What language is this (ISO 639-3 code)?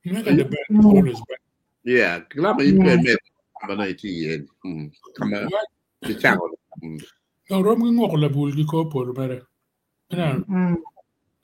ach